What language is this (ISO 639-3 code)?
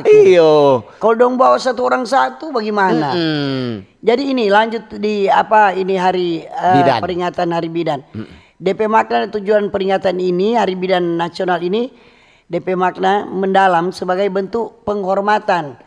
xmm